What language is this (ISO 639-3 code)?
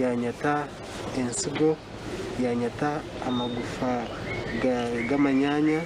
nyn